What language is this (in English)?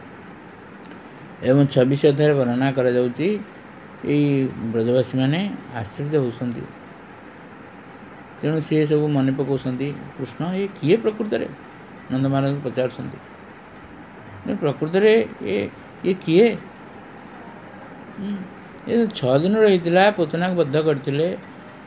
Odia